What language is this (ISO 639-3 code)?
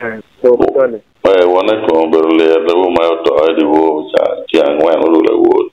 ach